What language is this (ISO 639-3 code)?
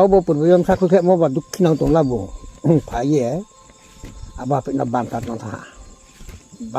ria